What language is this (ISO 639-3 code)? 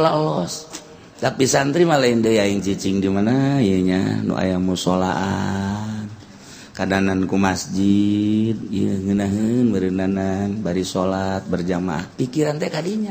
sun